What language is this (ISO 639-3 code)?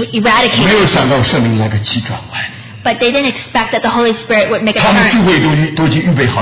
zho